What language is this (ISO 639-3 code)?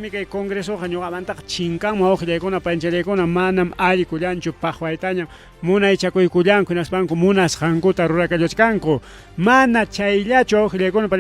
quy